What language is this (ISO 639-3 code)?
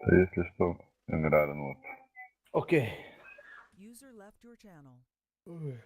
sah